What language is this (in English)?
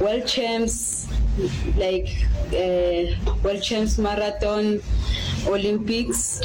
Northern Sotho